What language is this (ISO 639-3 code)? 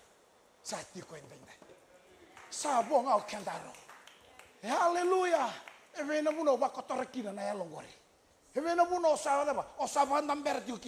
fij